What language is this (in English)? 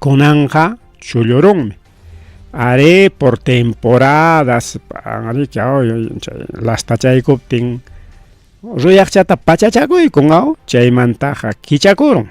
Ayacucho Quechua